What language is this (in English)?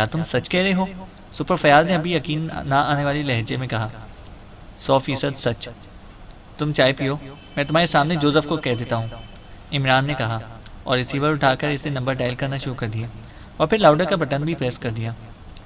Urdu